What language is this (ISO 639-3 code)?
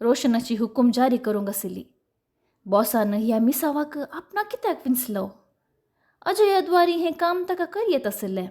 kok